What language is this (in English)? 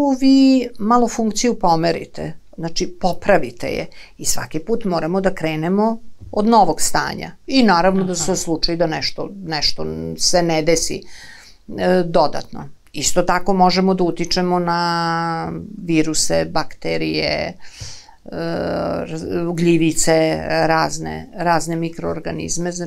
Serbian